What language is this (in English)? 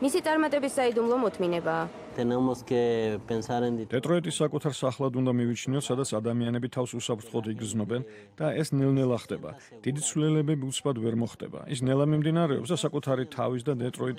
Georgian